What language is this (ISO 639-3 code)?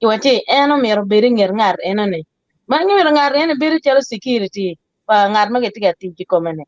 ach